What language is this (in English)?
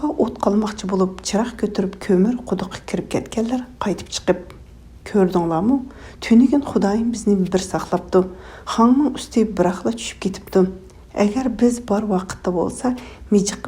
Uyghur